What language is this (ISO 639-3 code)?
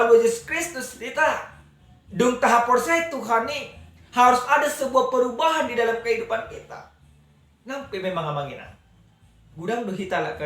bbc